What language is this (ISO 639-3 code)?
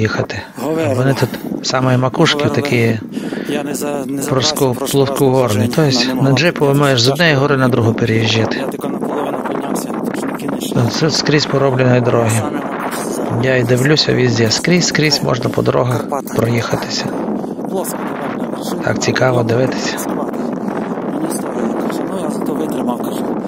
ukr